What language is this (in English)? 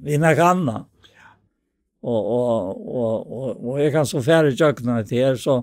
Faroese